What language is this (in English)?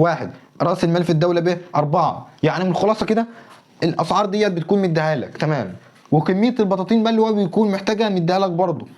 Egyptian Arabic